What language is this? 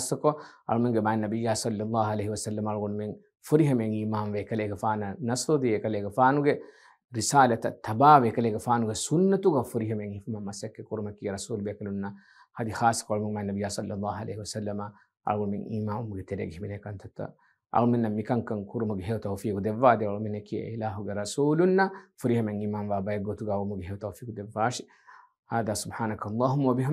Divehi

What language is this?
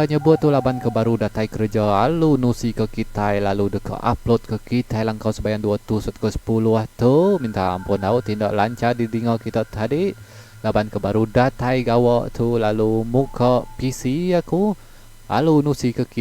Iban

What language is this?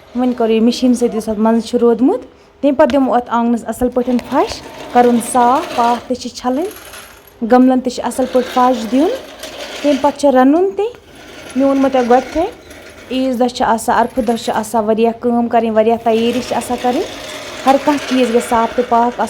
Kashmiri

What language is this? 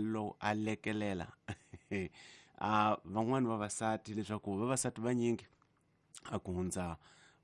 Tsonga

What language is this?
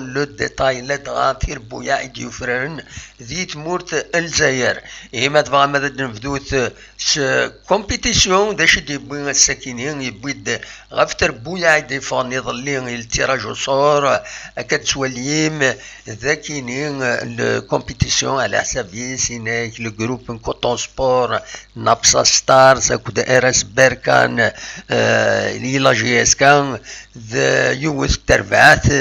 Kabyle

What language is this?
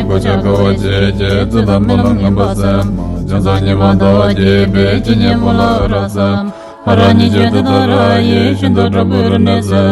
Tibetan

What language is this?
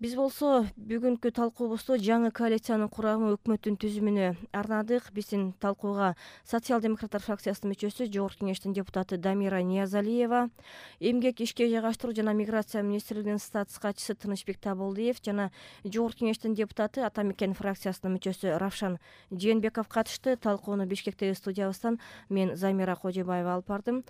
Kyrgyz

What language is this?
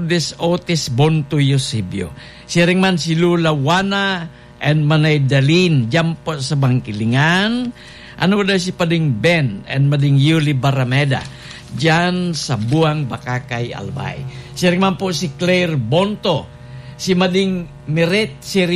Bikol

